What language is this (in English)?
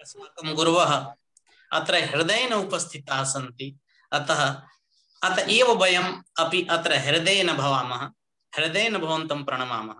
Sanskrit